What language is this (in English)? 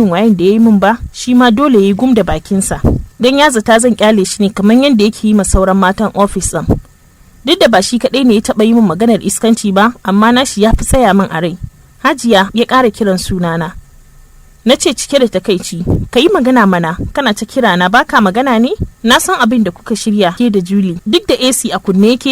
Hausa